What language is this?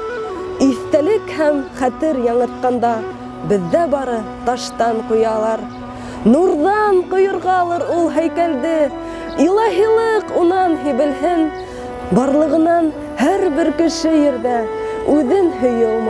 Bashkir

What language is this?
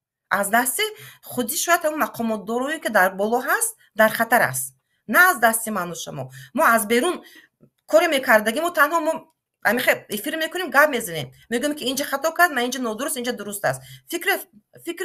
Tajik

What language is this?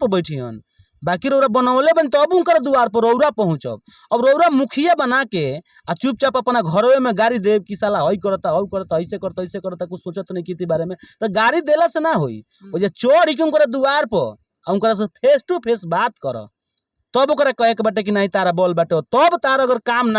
Bhojpuri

